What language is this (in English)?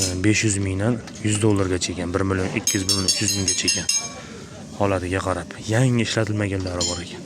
Uzbek